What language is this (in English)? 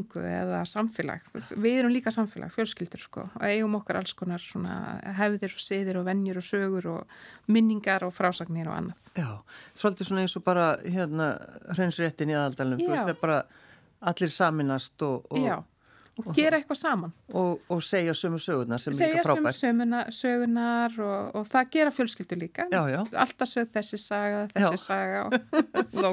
Icelandic